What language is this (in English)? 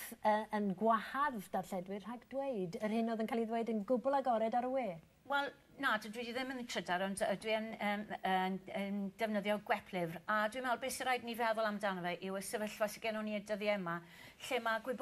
Welsh